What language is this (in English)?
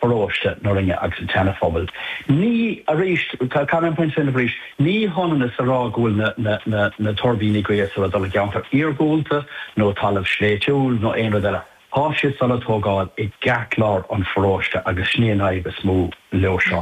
Irish